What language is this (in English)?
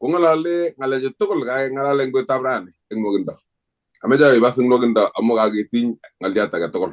Kalenjin